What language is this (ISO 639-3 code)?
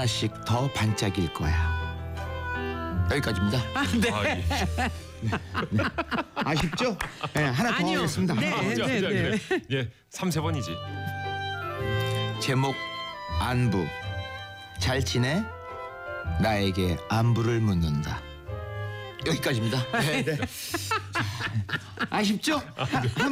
kor